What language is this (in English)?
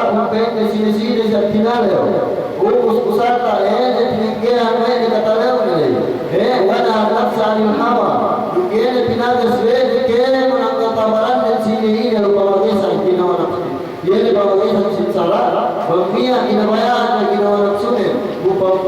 Yakan